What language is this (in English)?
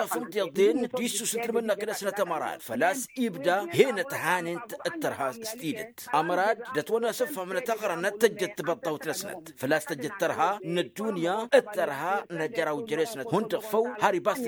Tamasheq